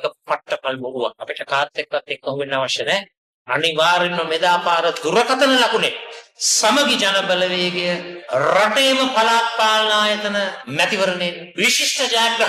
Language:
Sinhala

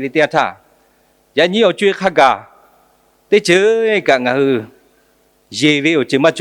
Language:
Lahu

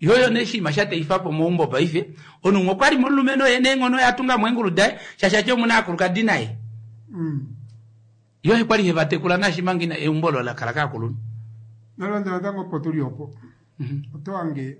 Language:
Kuanyama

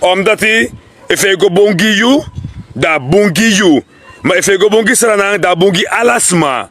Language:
Sranan Tongo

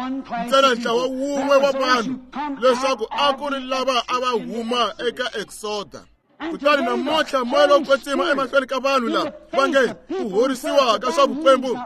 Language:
Tsonga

